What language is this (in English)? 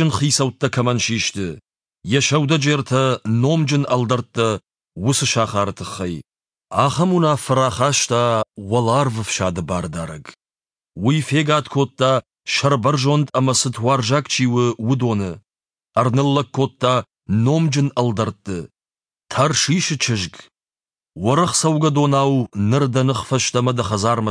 Ossetic